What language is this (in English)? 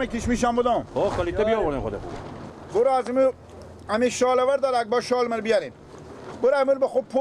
Persian